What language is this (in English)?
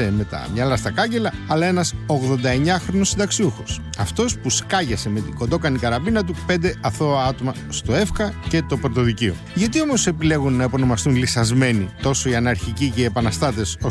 Greek